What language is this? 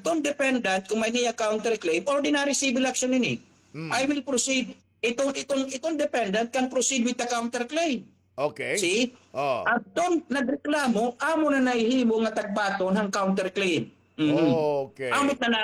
Filipino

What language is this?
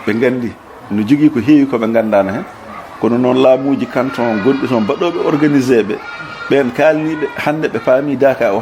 Fula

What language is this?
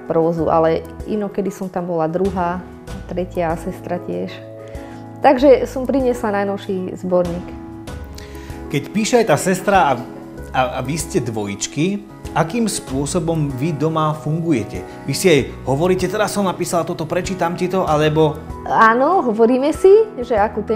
Slovak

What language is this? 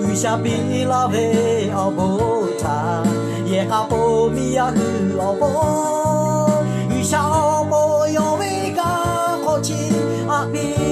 Lahu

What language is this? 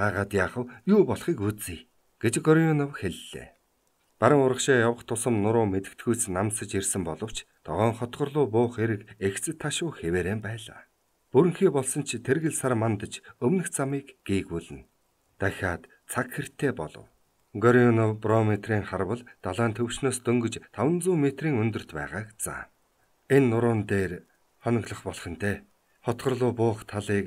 Mongolian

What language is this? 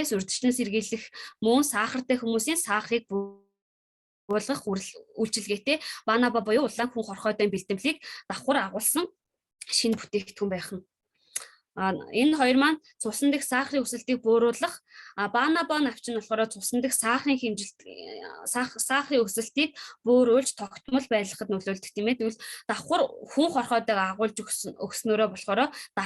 Mongolian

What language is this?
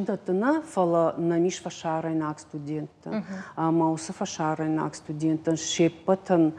Ossetic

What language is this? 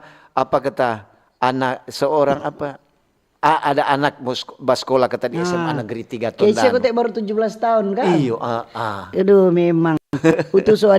Manado Malay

